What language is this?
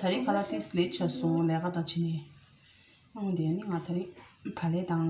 Tibetan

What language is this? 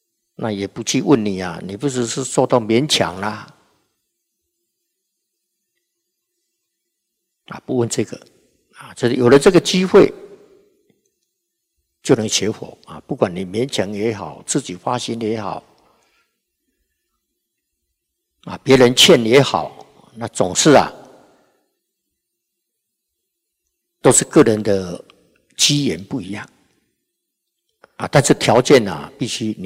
Chinese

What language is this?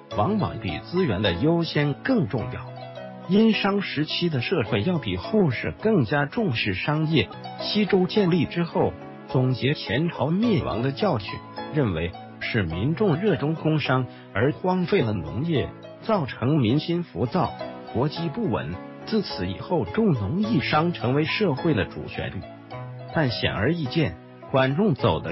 Chinese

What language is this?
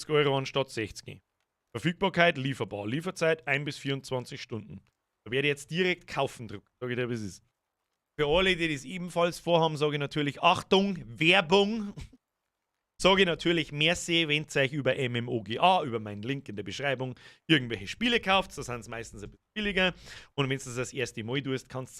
Bavarian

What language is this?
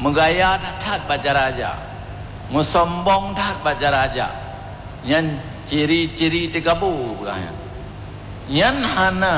Achinese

